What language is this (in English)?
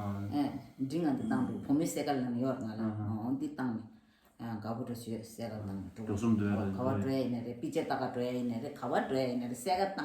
Tibetan